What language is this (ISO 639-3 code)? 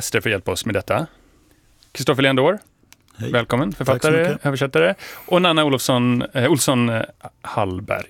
swe